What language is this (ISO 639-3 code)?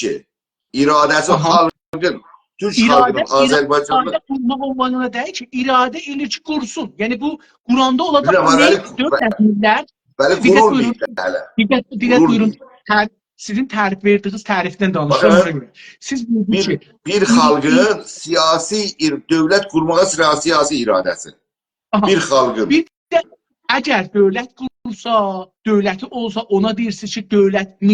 azb